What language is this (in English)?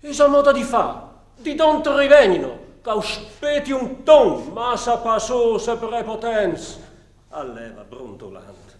Friulian